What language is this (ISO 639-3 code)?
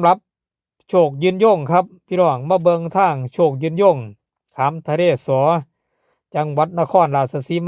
tts